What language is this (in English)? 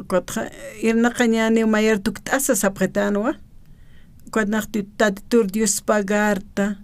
Aymara